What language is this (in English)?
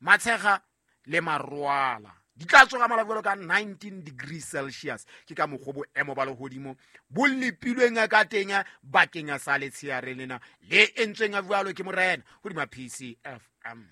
Southern Sotho